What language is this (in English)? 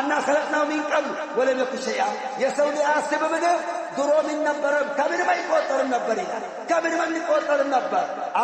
Amharic